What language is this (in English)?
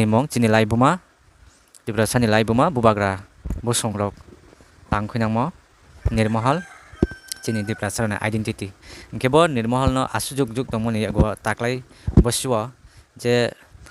Kok Borok